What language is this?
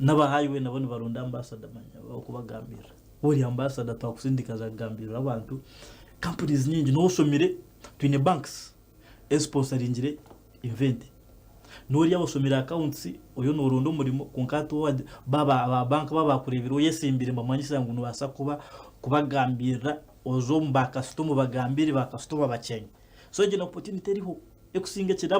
Nyankole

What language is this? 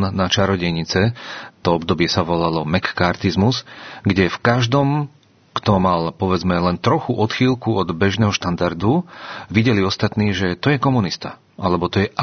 Slovak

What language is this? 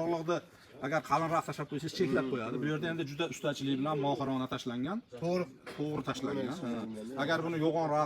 Uzbek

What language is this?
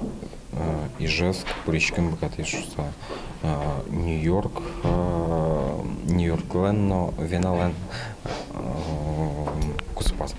Udmurt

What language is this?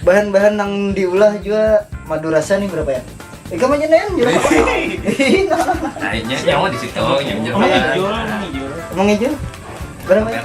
Banjar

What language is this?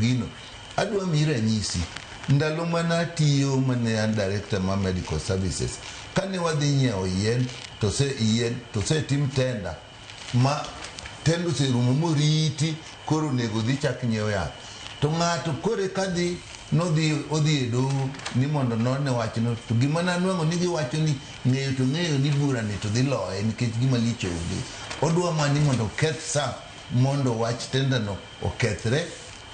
Luo (Kenya and Tanzania)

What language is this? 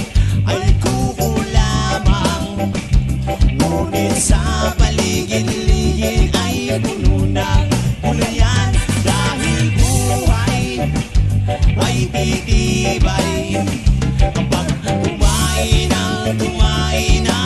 Filipino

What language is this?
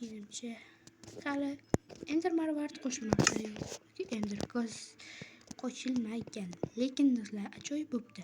Uzbek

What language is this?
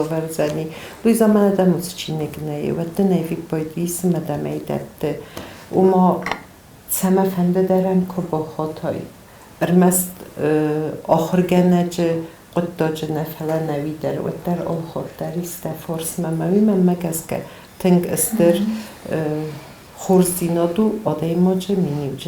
Ossetic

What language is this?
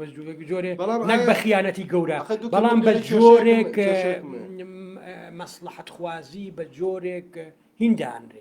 Central Kurdish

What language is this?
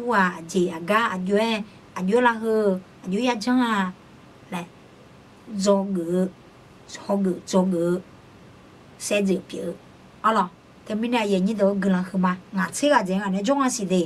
Akha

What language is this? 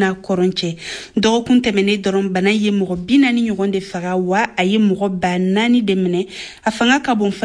Bambara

